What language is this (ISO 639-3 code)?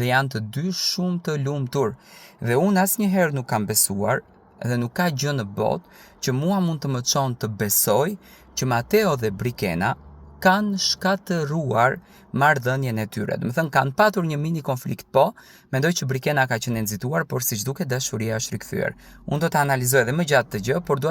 sqi